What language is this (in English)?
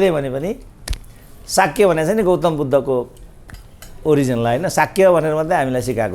Nepali